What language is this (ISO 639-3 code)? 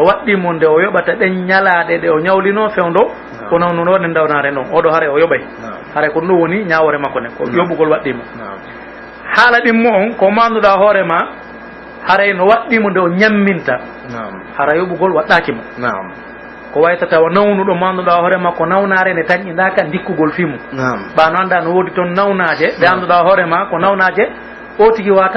fuf